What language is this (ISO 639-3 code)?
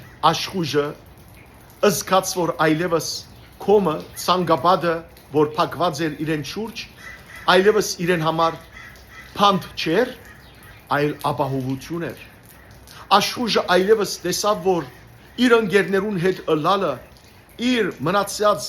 hyw